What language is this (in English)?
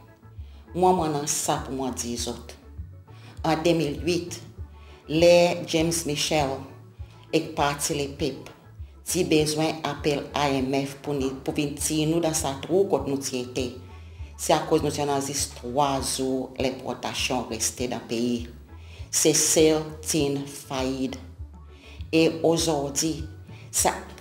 Seselwa Creole French